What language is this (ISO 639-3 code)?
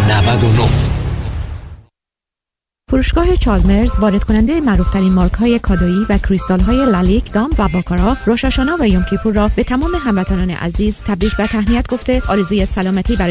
fas